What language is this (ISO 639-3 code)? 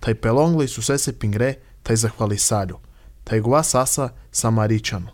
srp